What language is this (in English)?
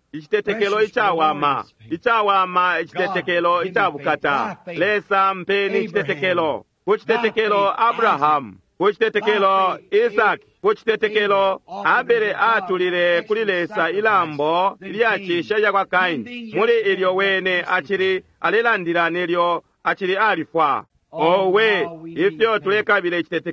Bemba